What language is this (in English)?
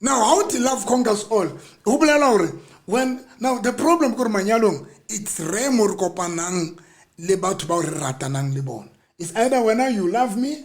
Southern Sotho